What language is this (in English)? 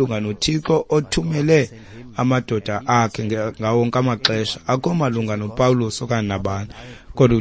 Xhosa